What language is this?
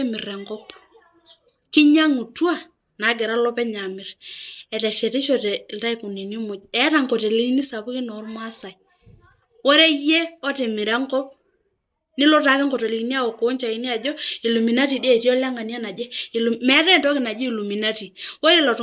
Masai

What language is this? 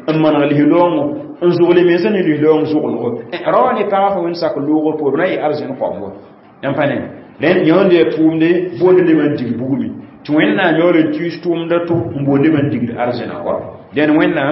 Mossi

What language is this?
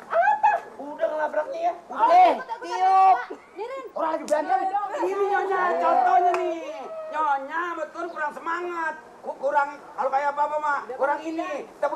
Betawi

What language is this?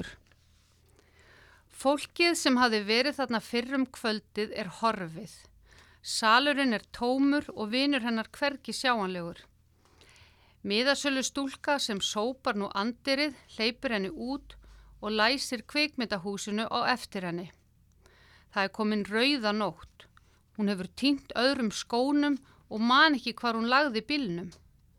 Icelandic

